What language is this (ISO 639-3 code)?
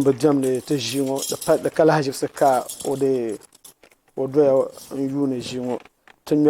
dag